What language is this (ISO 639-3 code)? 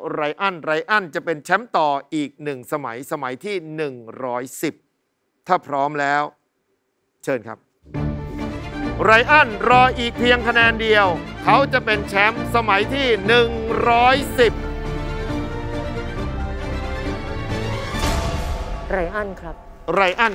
tha